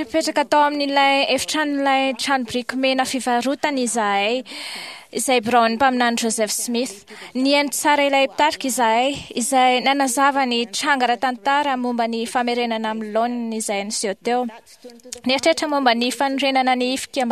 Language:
Malagasy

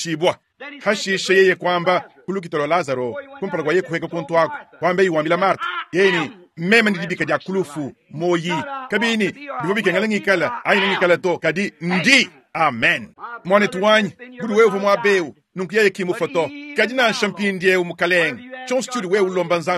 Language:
Luba-Lulua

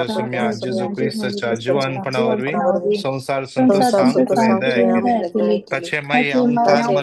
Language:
Konkani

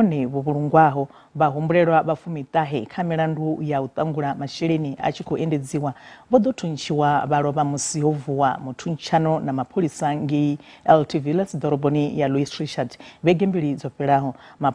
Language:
Venda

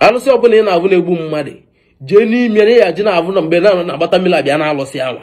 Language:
Igbo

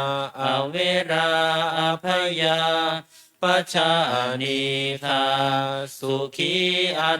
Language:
Pali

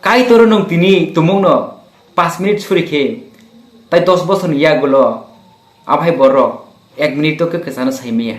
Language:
Kok Borok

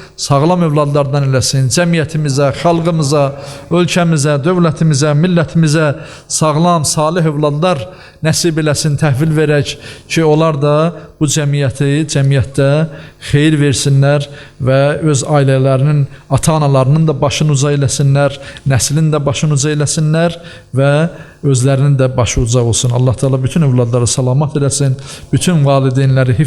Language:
Azerbaijani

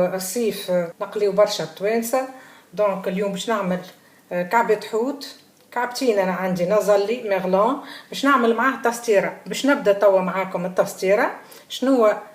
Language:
Tunisian Arabic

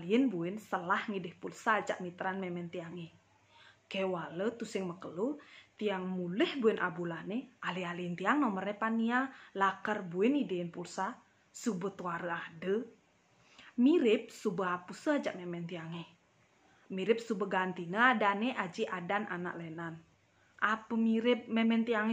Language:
Balinese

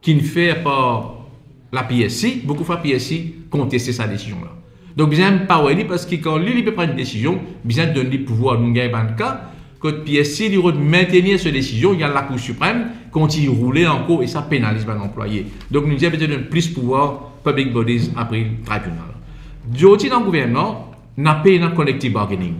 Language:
Morisyen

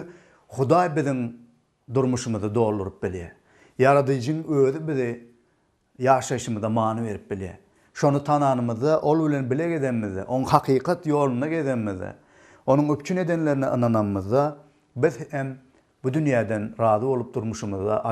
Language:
Turkmen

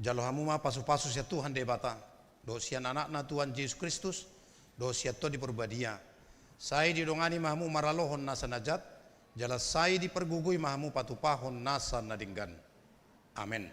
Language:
Batak Toba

